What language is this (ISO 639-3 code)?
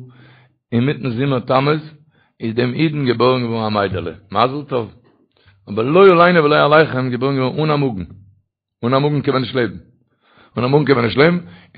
yid